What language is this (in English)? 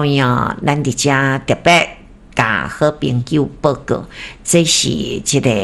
Min Nan Chinese